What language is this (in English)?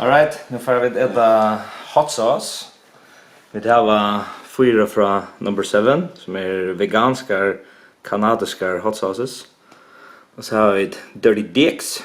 Faroese